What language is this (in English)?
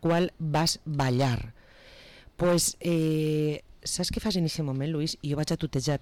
Catalan